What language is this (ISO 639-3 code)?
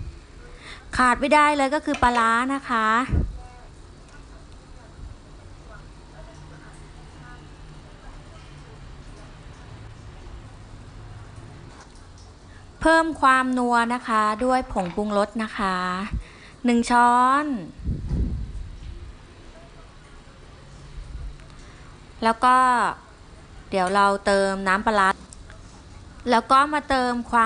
tha